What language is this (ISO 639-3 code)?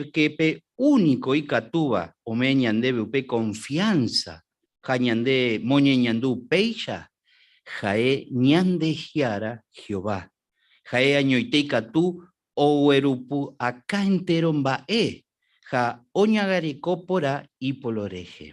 grn